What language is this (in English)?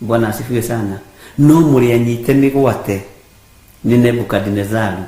Kikuyu